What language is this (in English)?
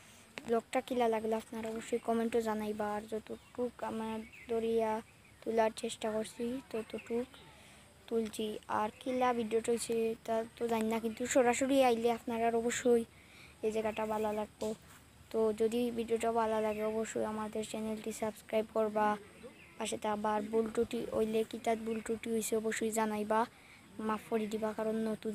Sylheti